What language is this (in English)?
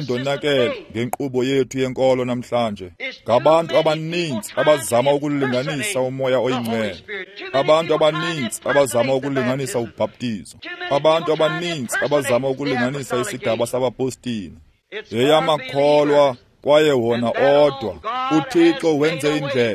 Xhosa